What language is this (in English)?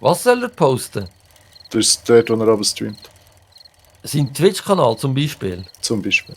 Swiss German